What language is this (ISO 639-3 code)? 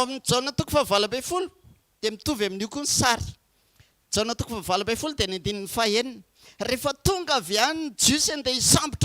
mlg